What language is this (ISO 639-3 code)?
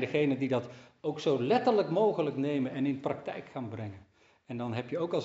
nld